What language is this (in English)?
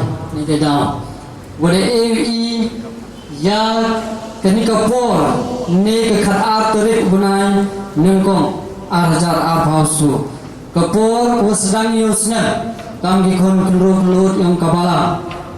Khasi